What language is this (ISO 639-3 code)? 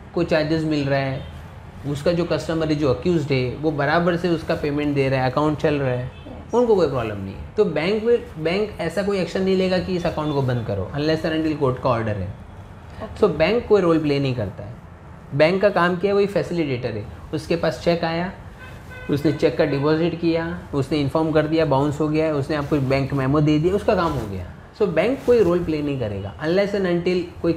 hin